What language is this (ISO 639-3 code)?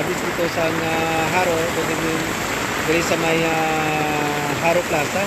hil